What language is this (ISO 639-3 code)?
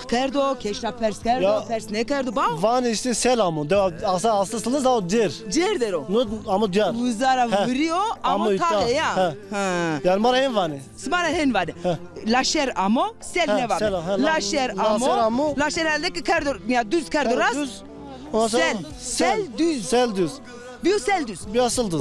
zza